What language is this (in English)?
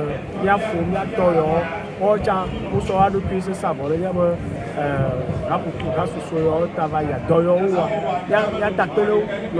Ewe